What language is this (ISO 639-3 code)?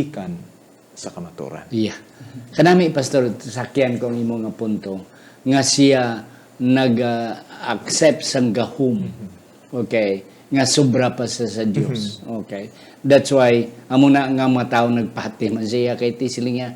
hil